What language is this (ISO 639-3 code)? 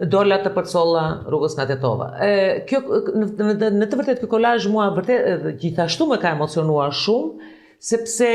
sqi